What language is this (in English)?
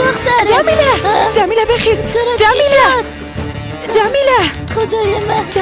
Persian